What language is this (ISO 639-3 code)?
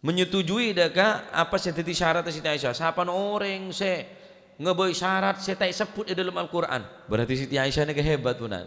mad